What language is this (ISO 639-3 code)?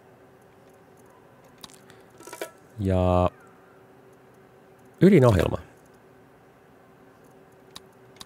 fin